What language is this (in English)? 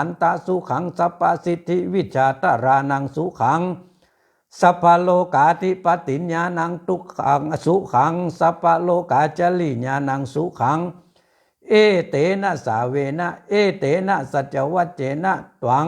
Pali